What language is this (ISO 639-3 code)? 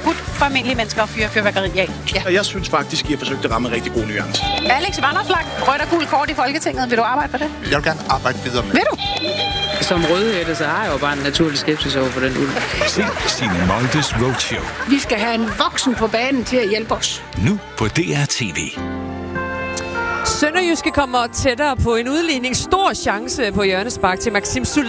dan